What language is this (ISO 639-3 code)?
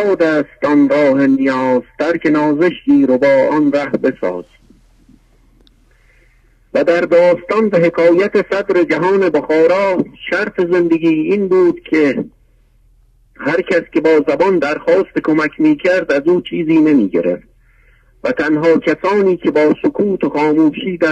fas